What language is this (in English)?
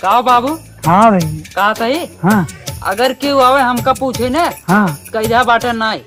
Awadhi